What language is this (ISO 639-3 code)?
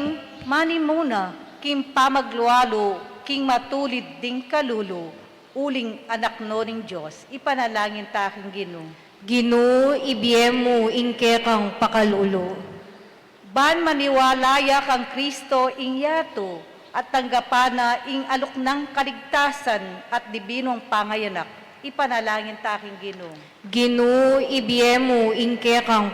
pam